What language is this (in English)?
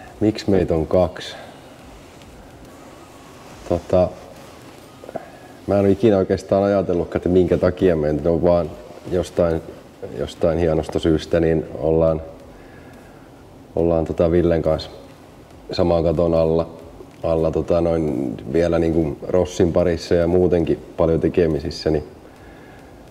Finnish